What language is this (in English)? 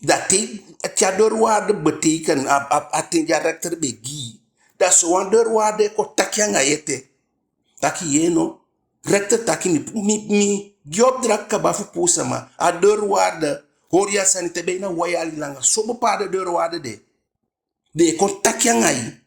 Eastern Maroon Creole